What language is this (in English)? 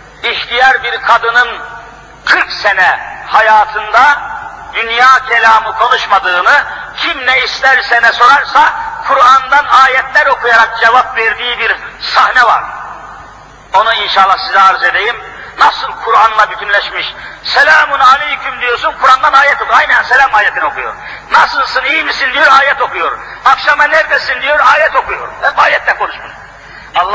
Turkish